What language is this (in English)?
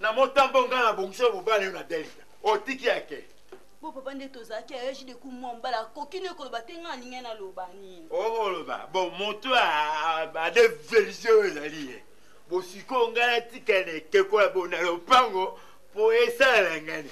Lingala